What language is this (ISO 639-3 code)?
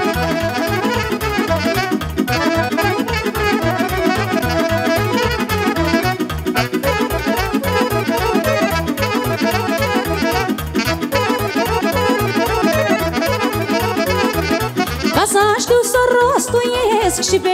ron